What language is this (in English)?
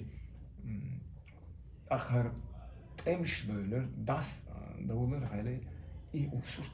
Chechen